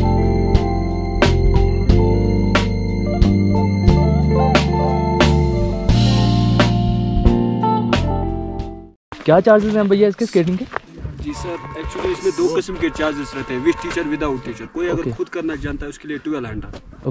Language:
Hindi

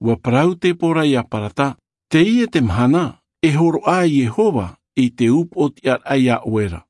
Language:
Tahitian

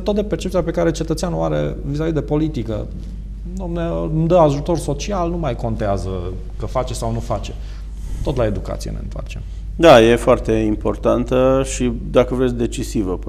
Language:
Romanian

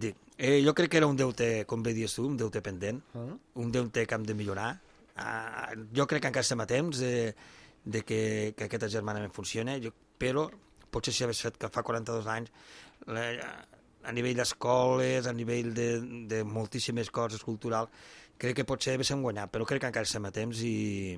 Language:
Catalan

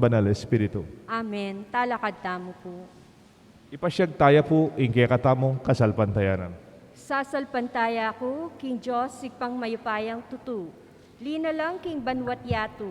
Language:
Pampanga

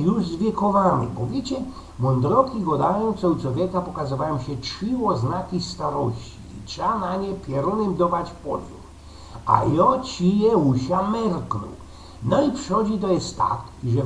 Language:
Silesian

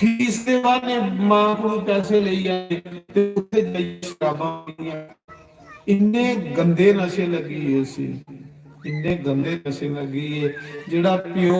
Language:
Dogri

